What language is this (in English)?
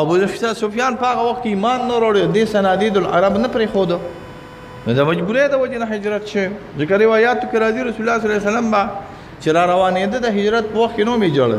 Pashto